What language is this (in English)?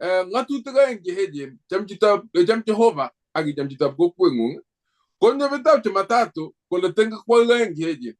Kalenjin